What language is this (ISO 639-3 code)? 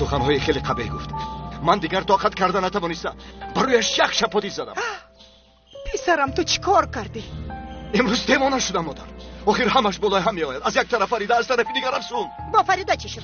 tgk